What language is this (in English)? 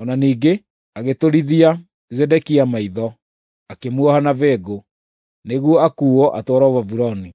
Kikuyu